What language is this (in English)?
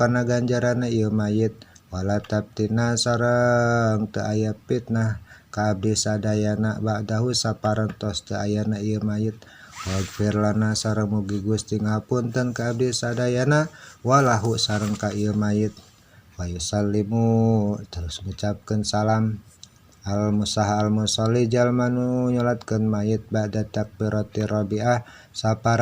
Sundanese